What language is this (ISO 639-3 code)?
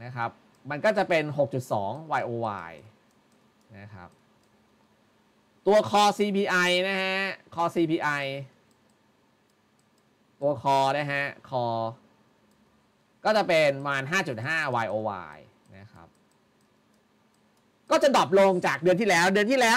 tha